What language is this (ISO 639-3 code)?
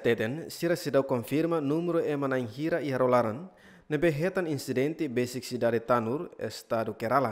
tet